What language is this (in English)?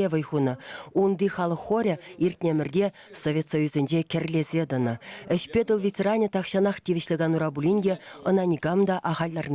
Chuvash